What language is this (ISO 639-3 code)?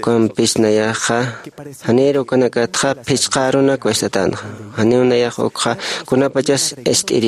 aym